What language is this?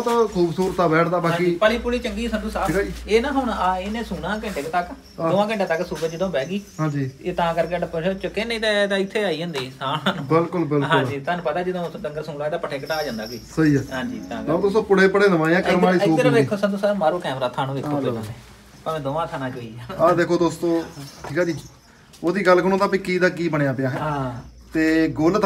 Punjabi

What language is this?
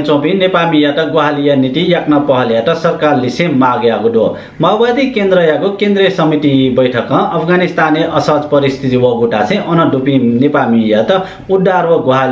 Newari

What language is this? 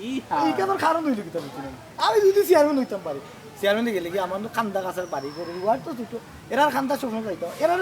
Sylheti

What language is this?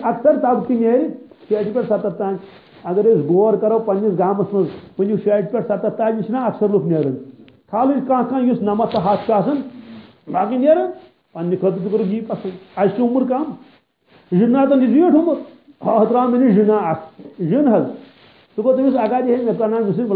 Kashmiri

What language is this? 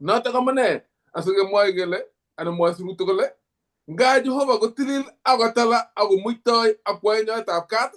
Kalenjin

